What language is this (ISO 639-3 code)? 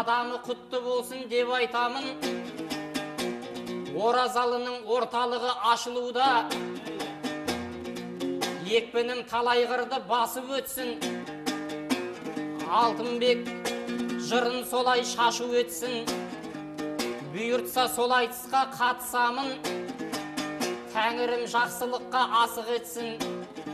kaz